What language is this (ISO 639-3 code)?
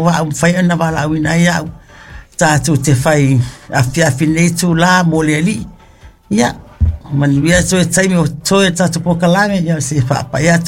smo